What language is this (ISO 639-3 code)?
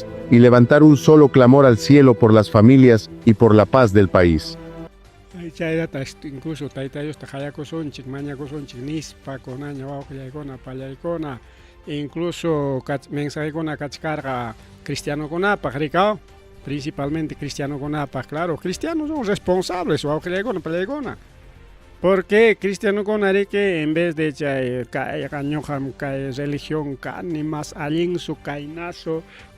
quy